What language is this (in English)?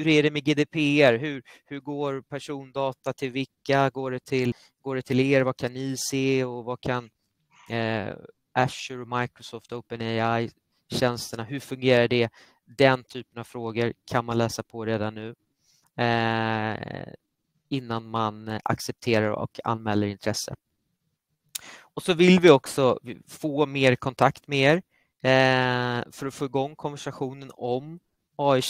Swedish